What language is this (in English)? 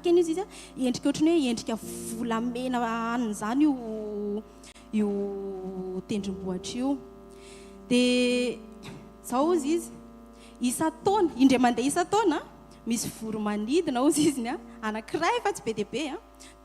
Malagasy